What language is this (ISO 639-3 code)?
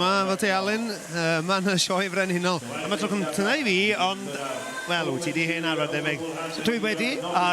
cym